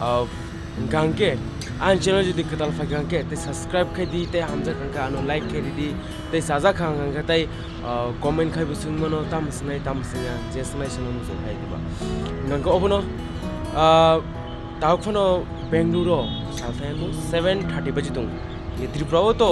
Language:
Kok Borok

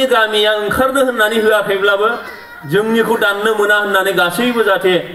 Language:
Bodo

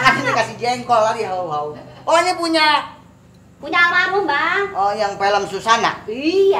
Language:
Betawi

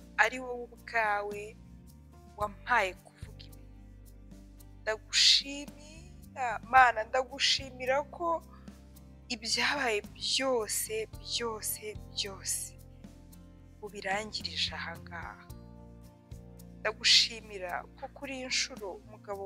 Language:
Kinyarwanda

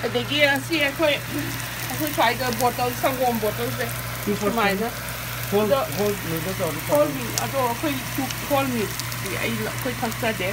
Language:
Manipuri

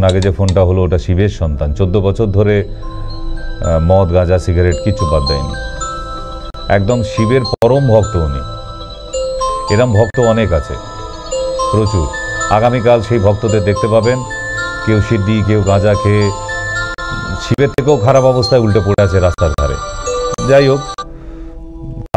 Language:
Bangla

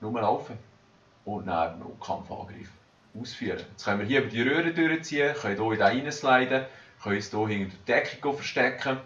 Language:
Swiss German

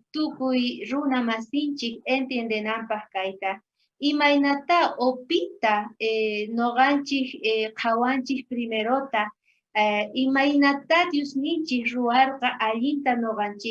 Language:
South Bolivian Quechua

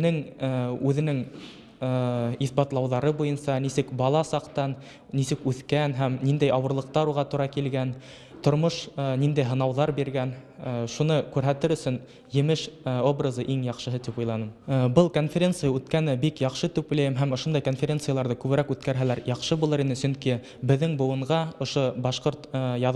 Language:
Bashkir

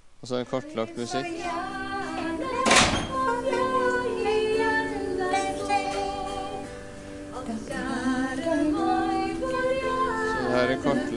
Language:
Norwegian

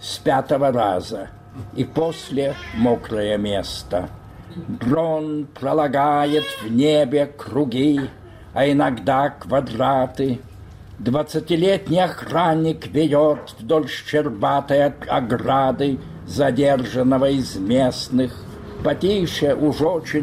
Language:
Russian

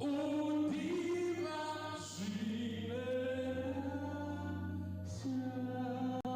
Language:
Venda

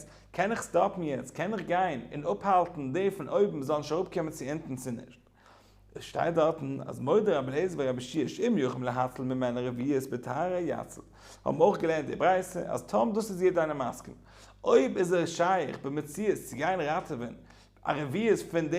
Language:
Yiddish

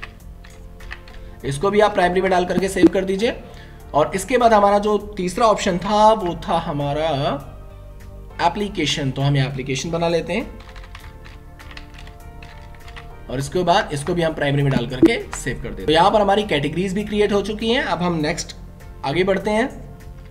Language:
Hindi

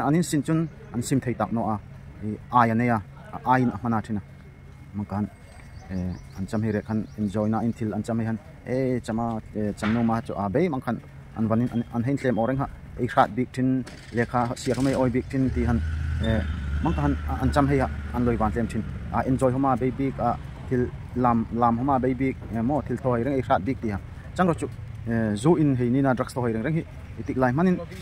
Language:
Darlong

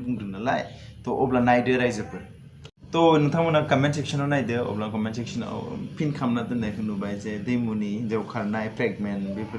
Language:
Bodo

